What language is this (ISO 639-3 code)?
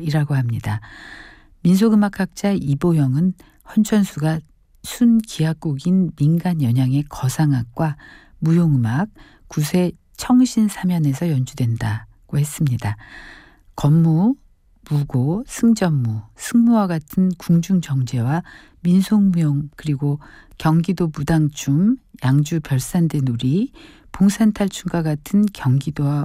kor